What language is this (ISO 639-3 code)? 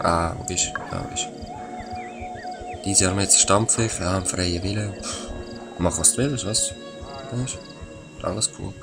gsw